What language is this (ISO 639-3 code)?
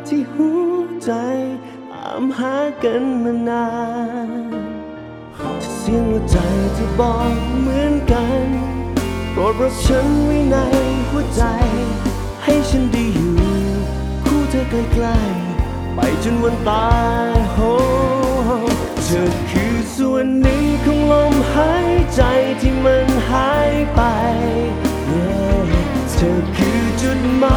tha